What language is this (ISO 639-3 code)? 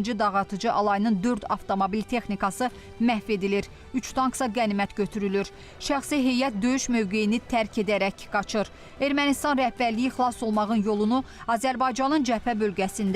aze